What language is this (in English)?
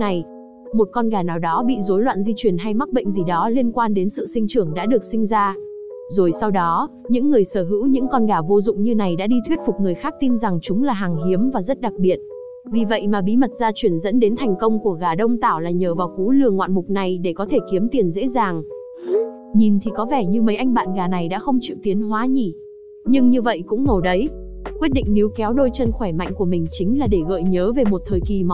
Vietnamese